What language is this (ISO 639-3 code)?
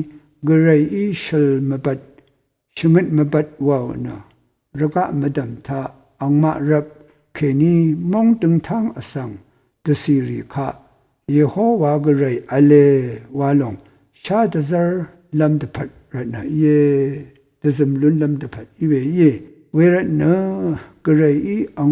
raw